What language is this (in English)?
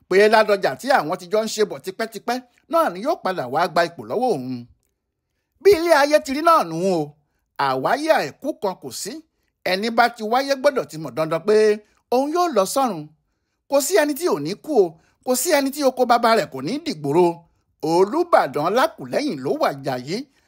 Yoruba